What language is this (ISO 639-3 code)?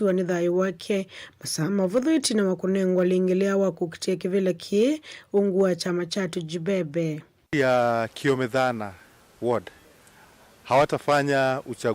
kam